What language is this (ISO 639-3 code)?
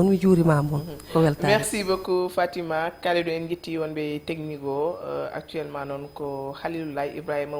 ful